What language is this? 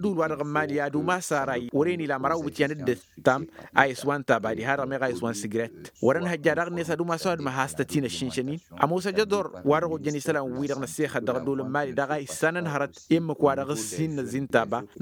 Tamasheq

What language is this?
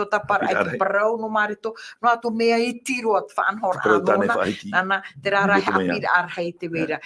Tahitian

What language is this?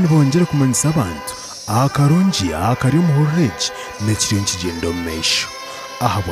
Nyankole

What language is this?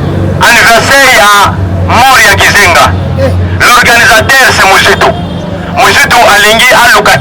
Lingala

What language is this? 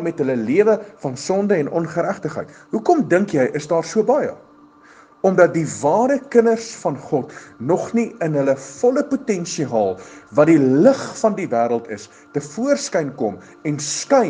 Afrikaans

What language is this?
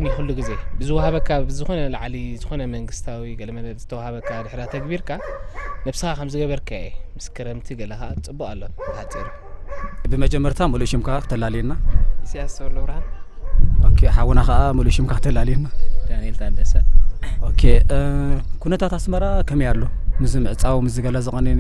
Tigrinya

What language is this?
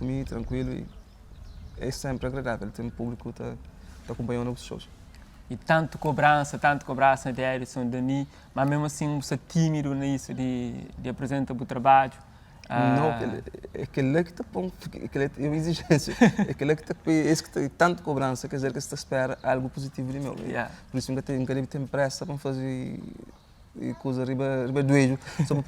Kabuverdianu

